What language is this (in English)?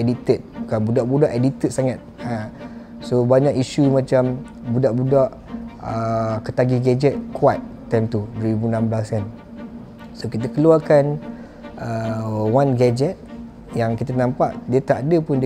Malay